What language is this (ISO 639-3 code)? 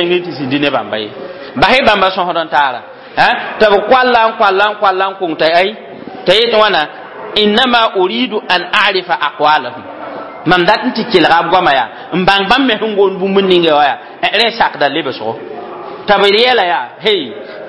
mos